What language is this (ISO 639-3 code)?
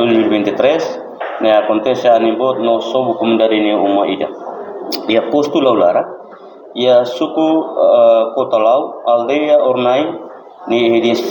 tet